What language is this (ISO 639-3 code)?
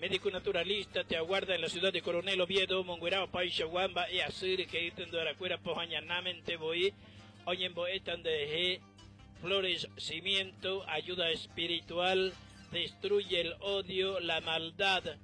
grn